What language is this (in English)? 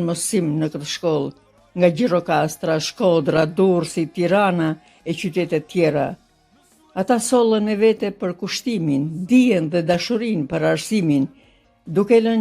Albanian